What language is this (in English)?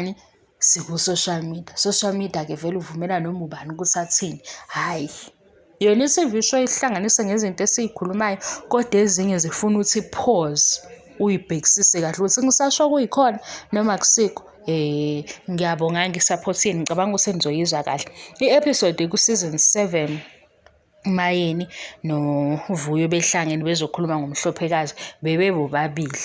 Zulu